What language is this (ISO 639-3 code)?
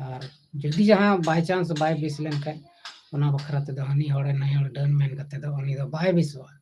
sat